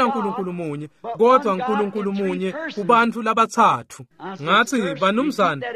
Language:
Swati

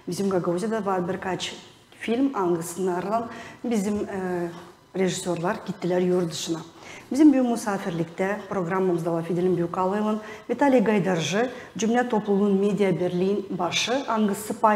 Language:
Gagauz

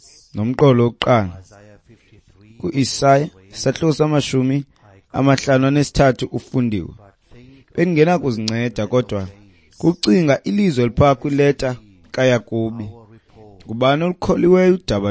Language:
Xhosa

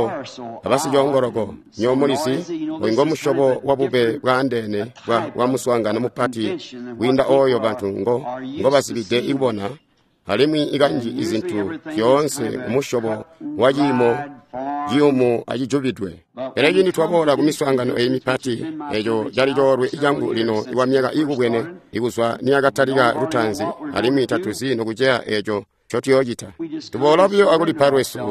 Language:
Tonga (Zambia)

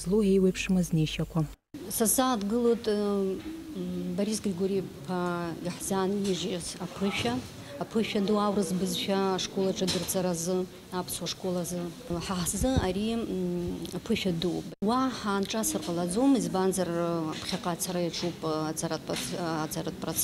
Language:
Abkhazian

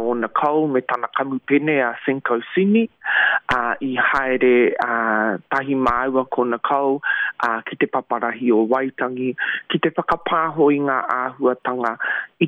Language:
Māori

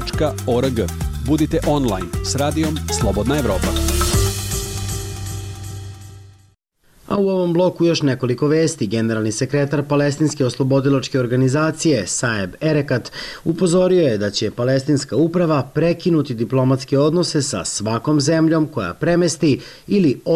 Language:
Serbian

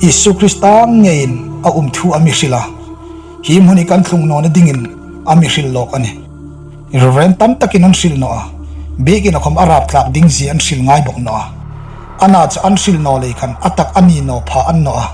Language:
Hmar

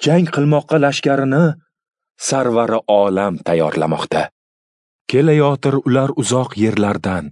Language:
Uzbek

